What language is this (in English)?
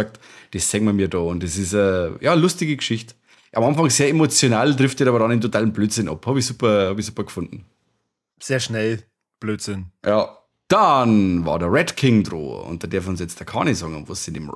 Bavarian